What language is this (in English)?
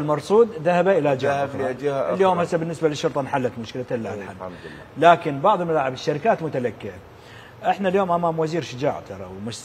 Mesopotamian Arabic